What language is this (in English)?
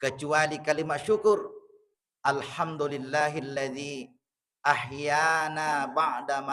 Buginese